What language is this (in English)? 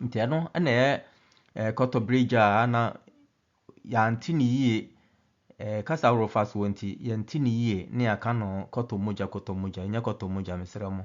Akan